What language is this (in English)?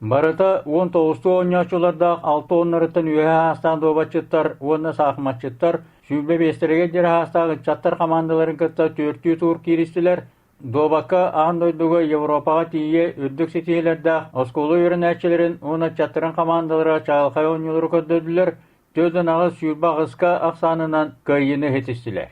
Yakut